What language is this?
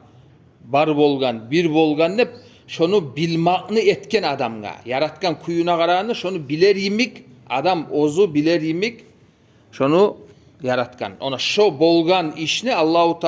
Kumyk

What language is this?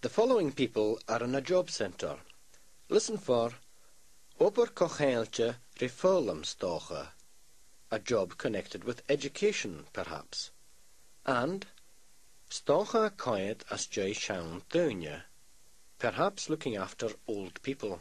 Scottish Gaelic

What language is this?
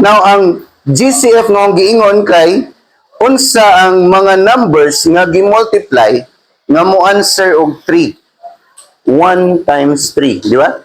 Cebuano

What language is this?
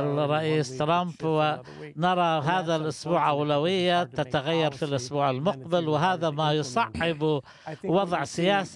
Arabic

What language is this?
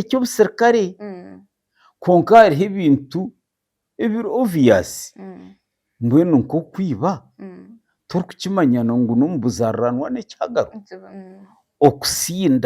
Nyankole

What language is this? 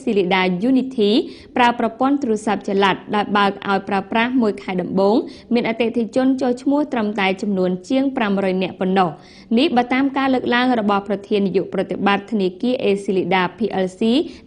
Khmer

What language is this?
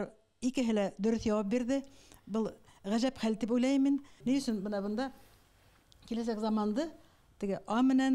Bashkir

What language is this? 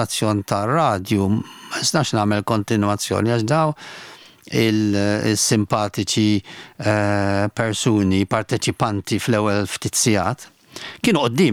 Maltese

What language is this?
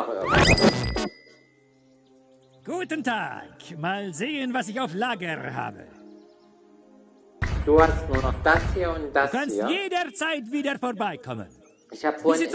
German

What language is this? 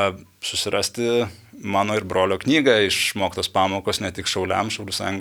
Lithuanian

